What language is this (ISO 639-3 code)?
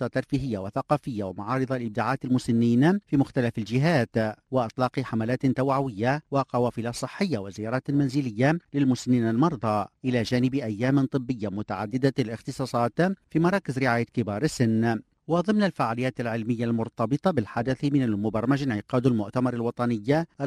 aeb